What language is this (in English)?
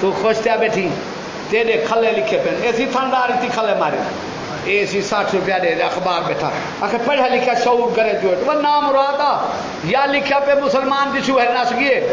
Saraiki